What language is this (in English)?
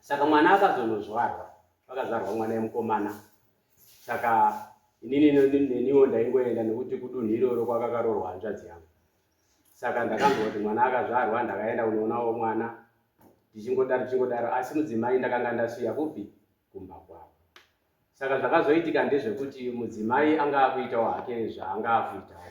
Shona